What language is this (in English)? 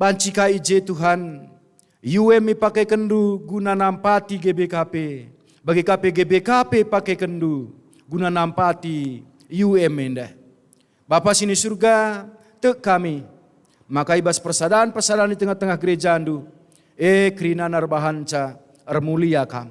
Batak Karo